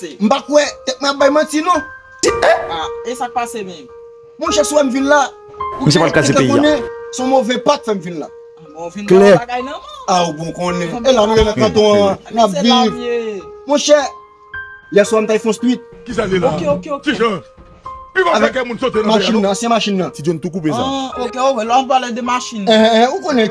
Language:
Haitian Creole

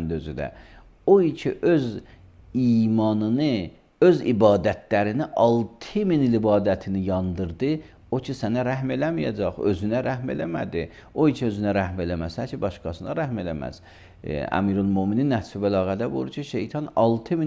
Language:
Azerbaijani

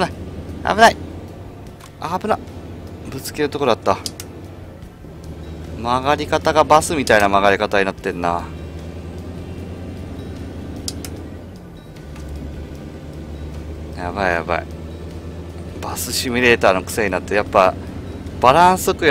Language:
Japanese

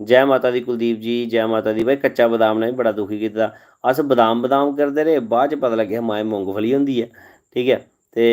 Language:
Dogri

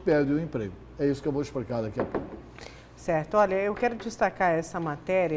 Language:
Portuguese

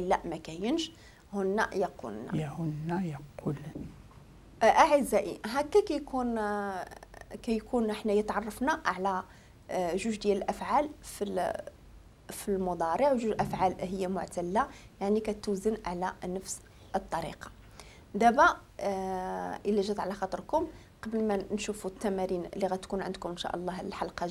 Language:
Moroccan Arabic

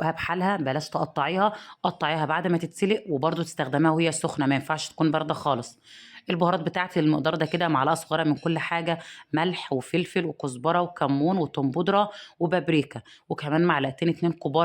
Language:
Egyptian Arabic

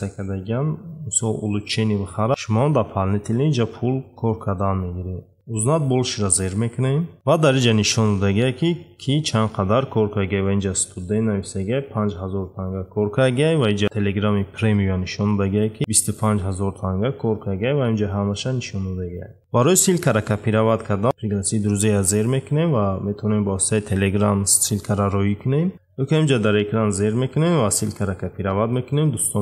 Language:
Tajik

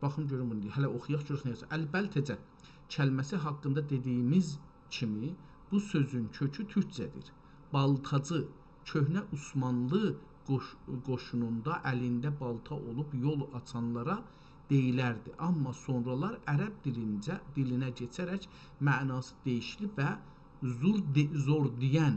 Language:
South Azerbaijani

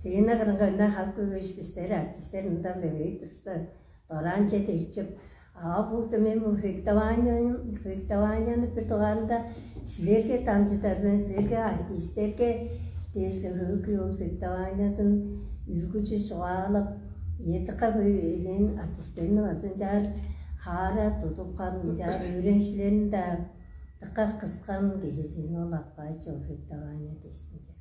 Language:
Tuvinian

